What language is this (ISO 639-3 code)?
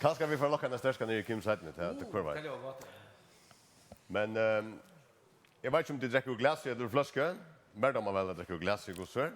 fao